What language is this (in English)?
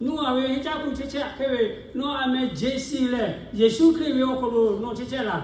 Lahu